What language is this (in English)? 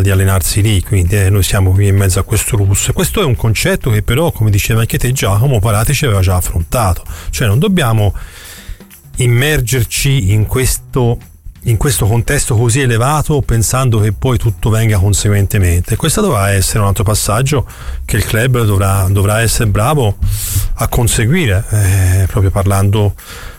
Italian